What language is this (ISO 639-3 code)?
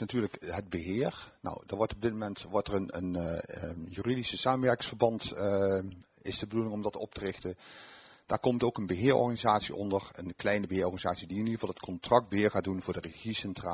nld